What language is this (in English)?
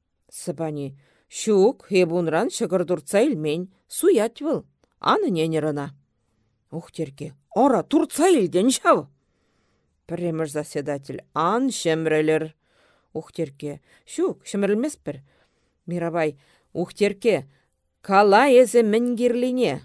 Chuvash